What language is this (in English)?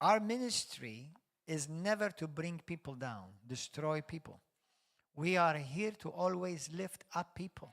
English